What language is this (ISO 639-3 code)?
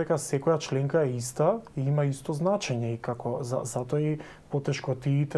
mkd